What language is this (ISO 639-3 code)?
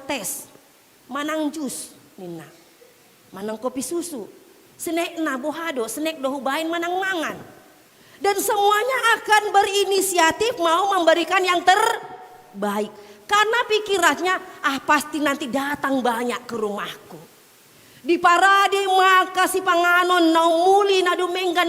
bbc